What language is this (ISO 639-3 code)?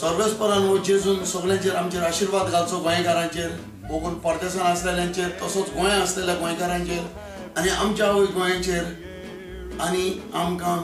kok